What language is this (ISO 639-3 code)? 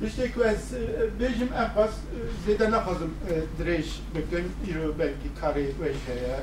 kur